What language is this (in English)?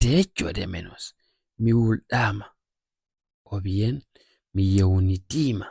Fula